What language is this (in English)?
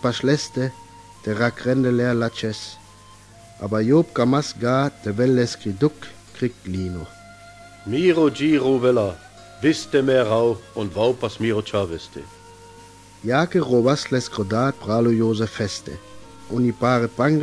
Sinte Romani